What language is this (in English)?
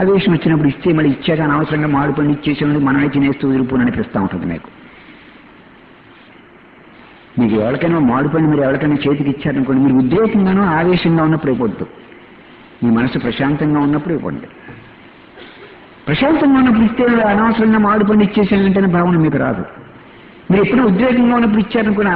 Telugu